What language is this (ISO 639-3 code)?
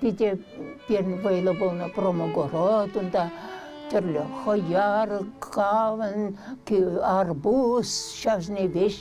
chv